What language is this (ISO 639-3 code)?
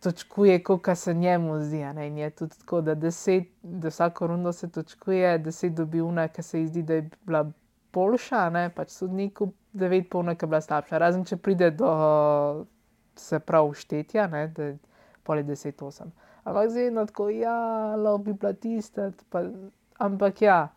slv